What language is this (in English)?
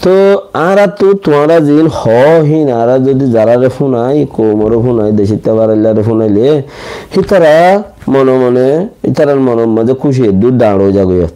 Rohingya